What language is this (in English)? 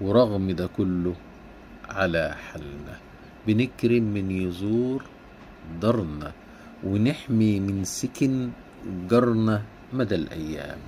Egyptian Arabic